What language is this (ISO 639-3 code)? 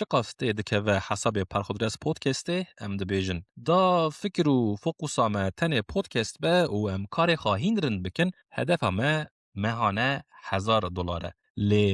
kur